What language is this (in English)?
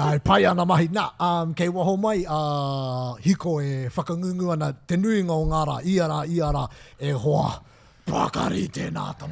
Māori